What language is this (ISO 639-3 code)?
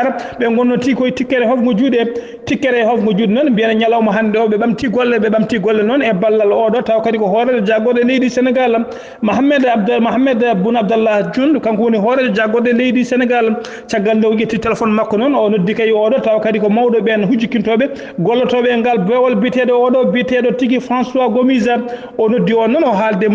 ful